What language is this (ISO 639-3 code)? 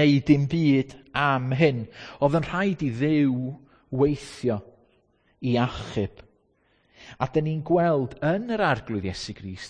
cym